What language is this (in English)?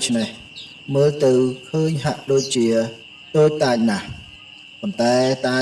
Khmer